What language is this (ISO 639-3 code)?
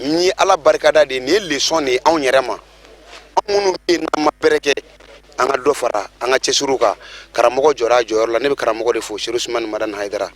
bam